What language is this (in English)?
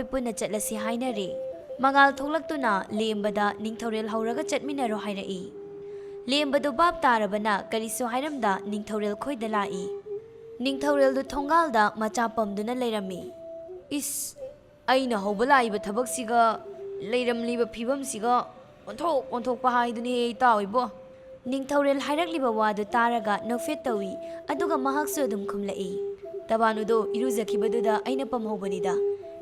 Manipuri